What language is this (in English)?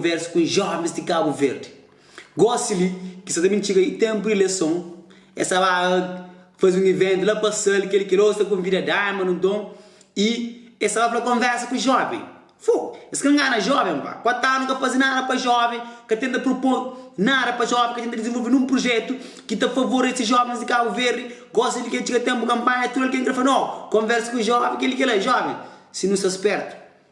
Kabuverdianu